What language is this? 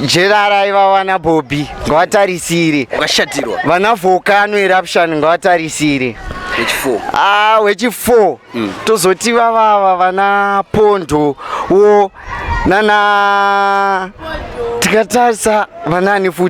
Shona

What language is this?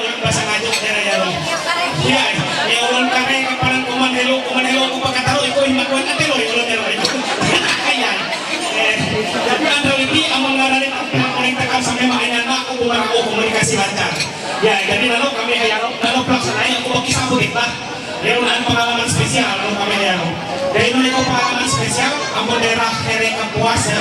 Ma'anyan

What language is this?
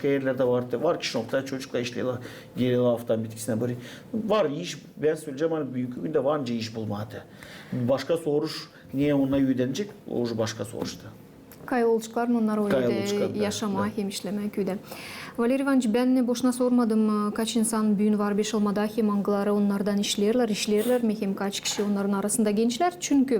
Gagauz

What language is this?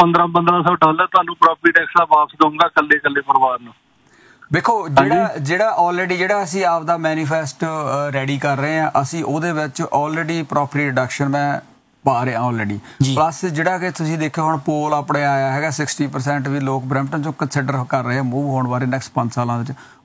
Punjabi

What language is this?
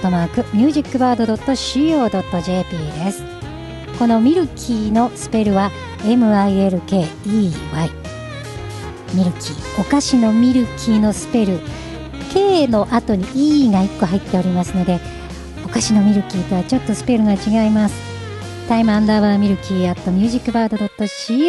Japanese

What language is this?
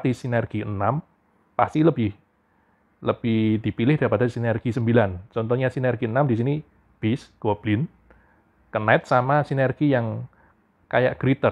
Indonesian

